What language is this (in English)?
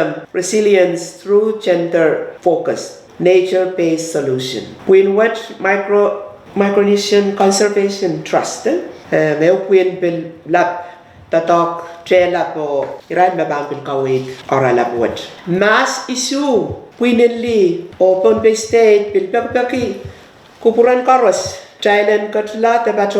Pohnpeian